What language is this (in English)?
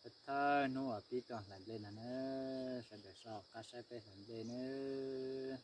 Hmong